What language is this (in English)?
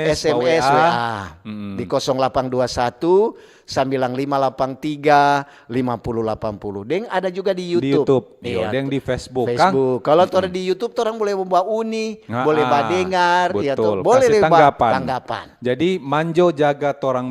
Manado Malay